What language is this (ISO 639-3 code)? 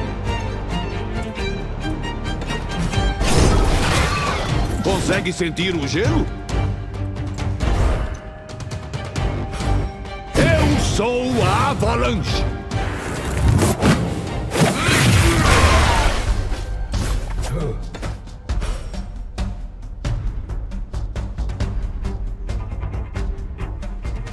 por